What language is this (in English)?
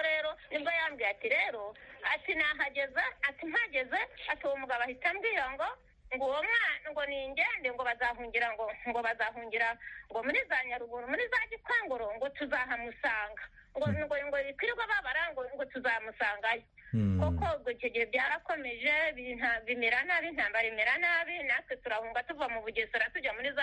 Kinyarwanda